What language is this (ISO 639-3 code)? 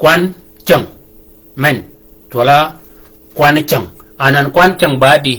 shk